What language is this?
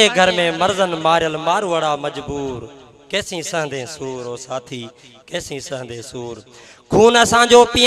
Sindhi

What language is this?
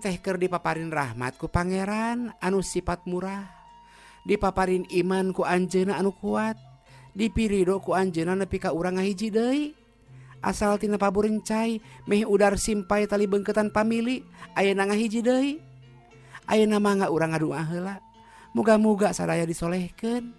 Sundanese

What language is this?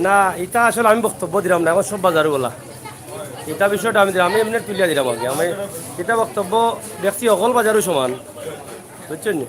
Sylheti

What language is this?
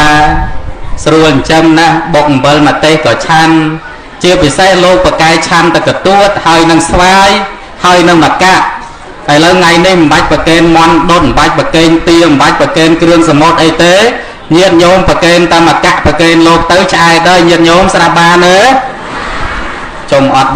Khmer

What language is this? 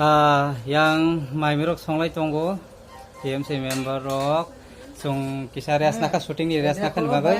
Kok Borok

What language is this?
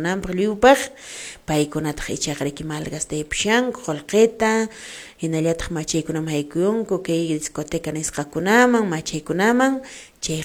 Quechua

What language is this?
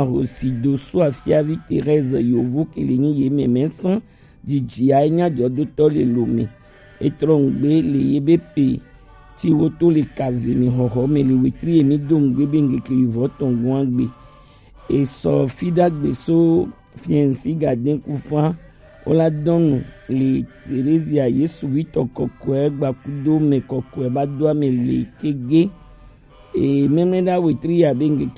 Gen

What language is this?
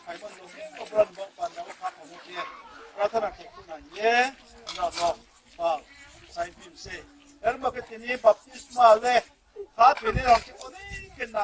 Riang (India)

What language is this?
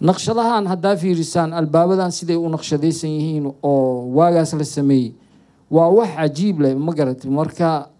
Somali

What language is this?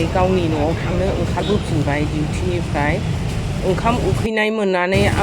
Bodo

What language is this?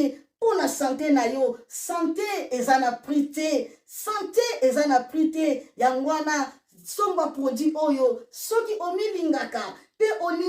Lingala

